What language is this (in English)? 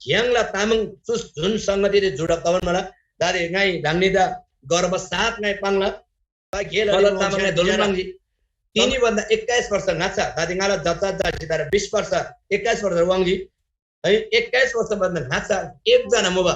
Eastern Tamang